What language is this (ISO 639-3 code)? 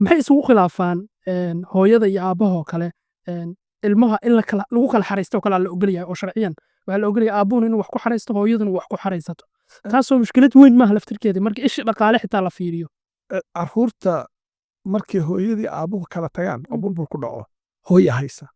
som